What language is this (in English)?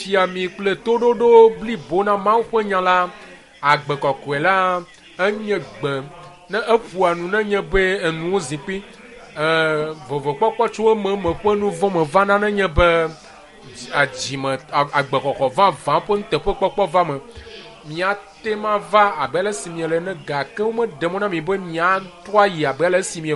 Ewe